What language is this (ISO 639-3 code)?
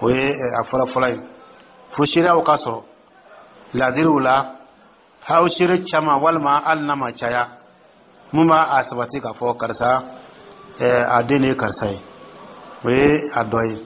dyu